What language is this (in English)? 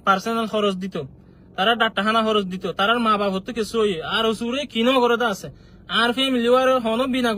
Rohingya